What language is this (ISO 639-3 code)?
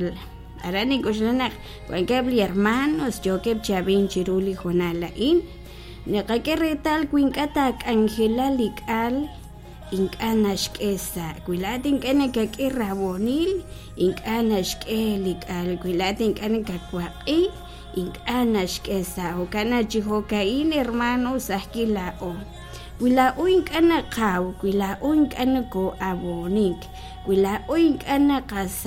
kek